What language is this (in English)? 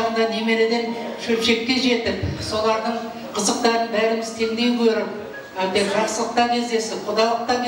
Kara-Kalpak